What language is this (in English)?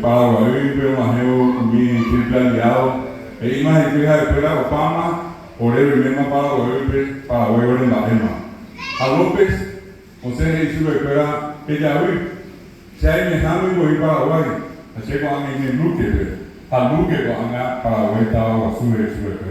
Guarani